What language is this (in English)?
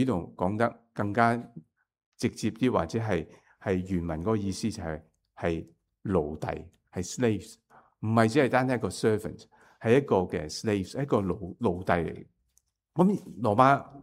Cantonese